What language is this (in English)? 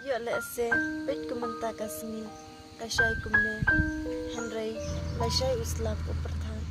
Khasi